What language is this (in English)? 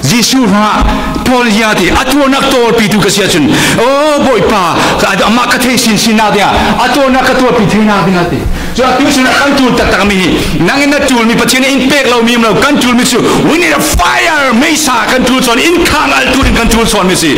Falam Chin